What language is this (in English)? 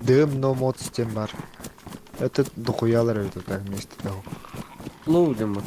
Yakut